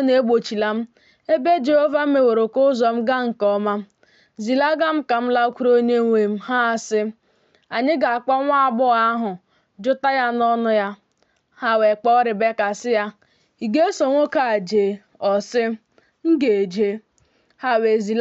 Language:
Igbo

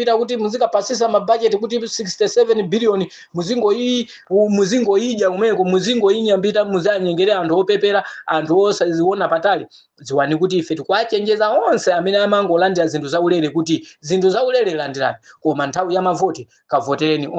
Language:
Nyanja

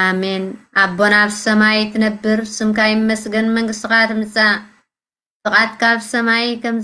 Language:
Tigrinya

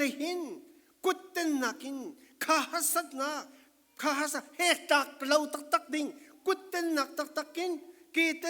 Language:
Falam Chin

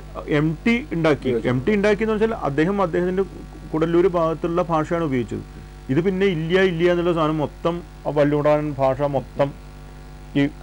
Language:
Malayalam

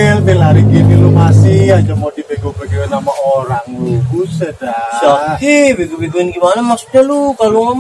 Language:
Betawi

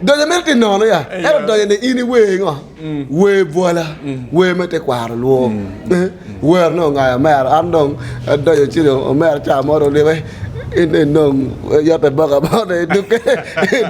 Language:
Acoli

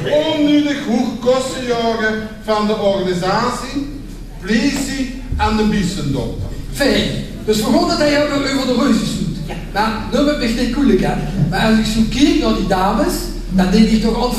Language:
Limburgish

